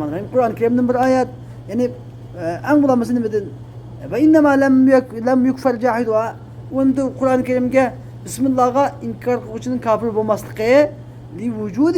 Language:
Uyghur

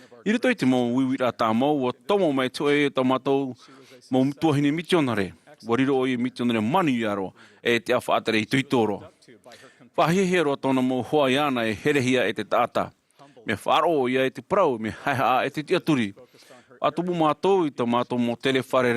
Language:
Tahitian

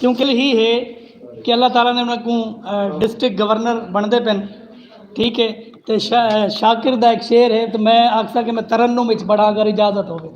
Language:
Saraiki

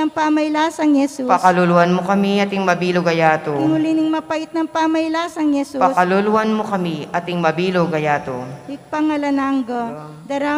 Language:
Pampanga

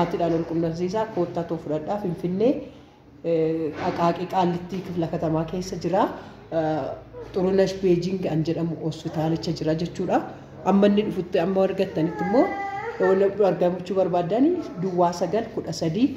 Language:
Oromo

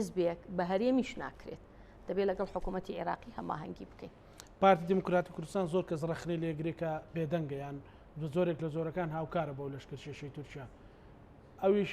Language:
Central Kurdish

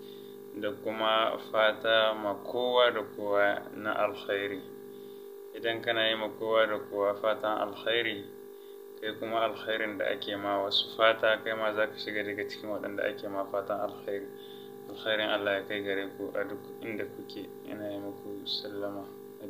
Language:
Hausa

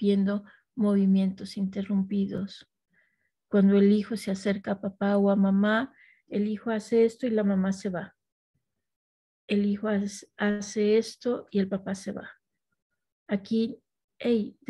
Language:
Spanish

